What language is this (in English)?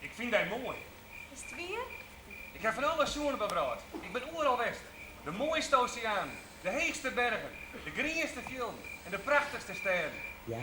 Western Frisian